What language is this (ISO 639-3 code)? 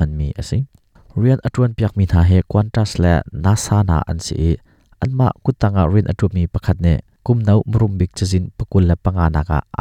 cnh